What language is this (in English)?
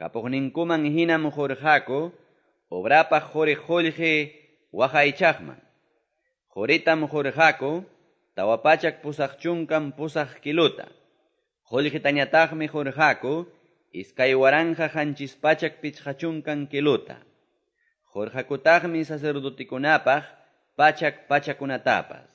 Quechua